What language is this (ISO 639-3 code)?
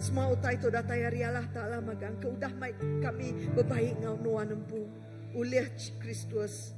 iba